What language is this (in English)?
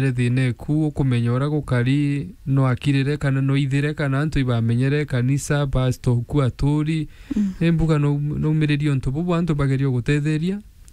Meru